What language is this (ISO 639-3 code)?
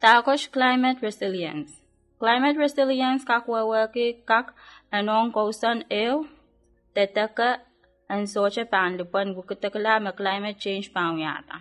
pon